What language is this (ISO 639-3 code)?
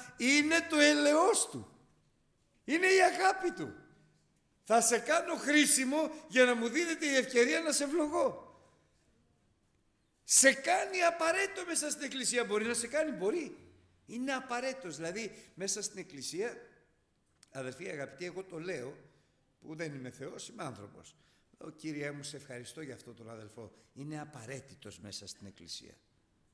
ell